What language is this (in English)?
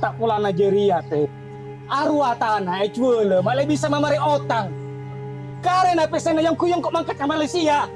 Madurese